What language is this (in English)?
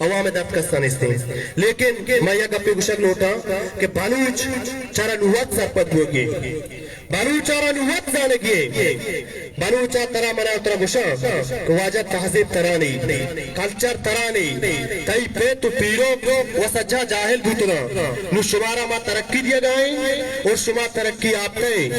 Baluchi